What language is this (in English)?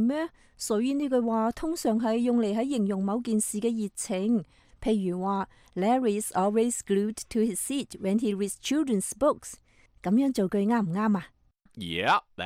Cantonese